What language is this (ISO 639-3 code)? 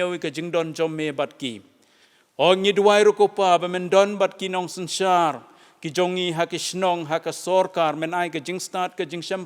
kha